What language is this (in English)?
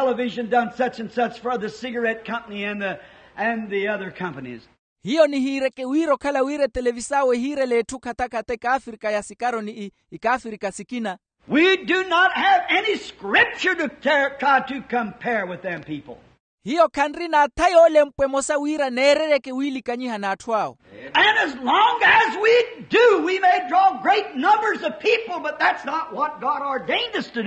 Makhuwa